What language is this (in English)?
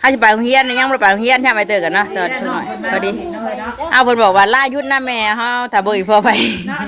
Northeastern Thai